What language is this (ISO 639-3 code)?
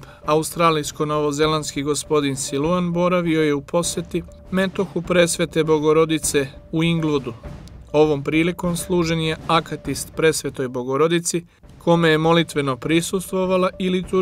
srp